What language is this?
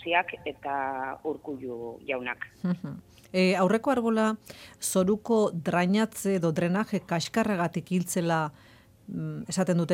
Basque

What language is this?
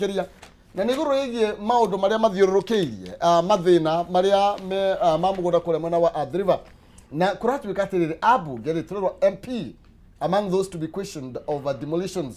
Kikuyu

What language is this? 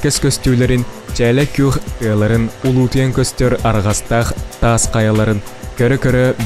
Yakut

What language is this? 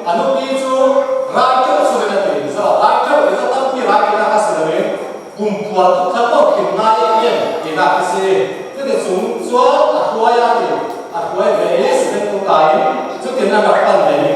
Falam Chin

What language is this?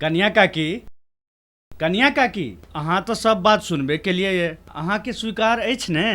Maithili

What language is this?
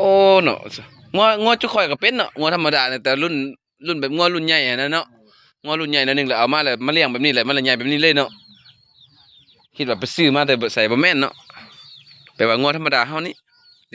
Lao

